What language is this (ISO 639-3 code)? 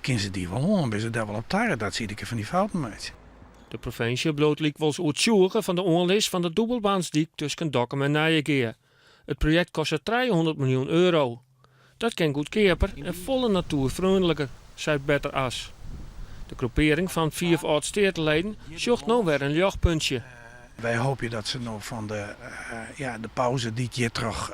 fry